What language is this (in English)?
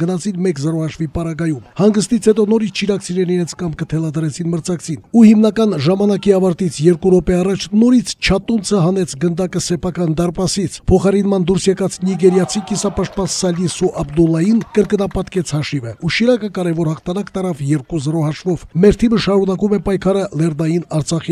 Armenian